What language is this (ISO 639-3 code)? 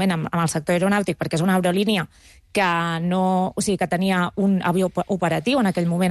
cat